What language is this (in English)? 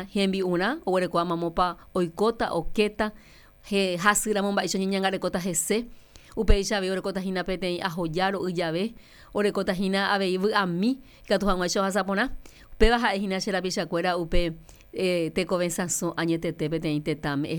Guarani